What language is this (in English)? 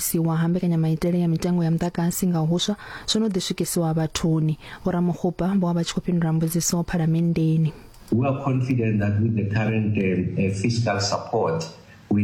Venda